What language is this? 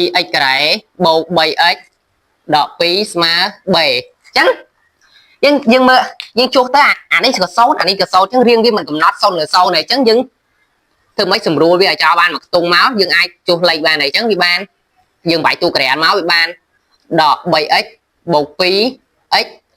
Khmer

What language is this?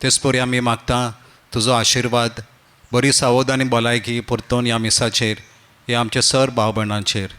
Konkani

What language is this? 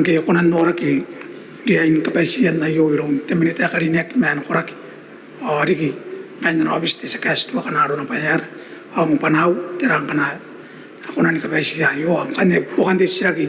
Gilbertese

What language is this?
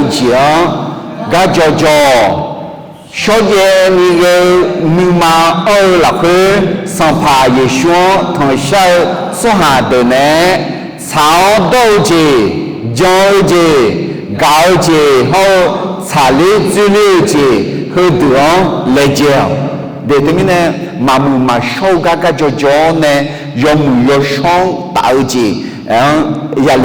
Akha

